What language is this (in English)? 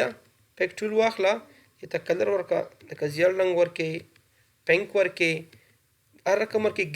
Pashto